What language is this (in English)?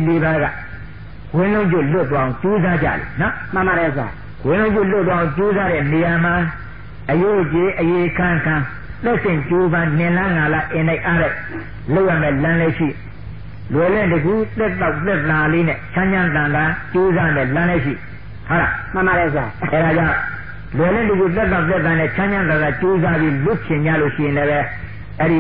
Burmese